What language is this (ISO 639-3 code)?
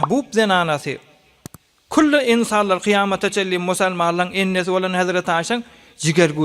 tuk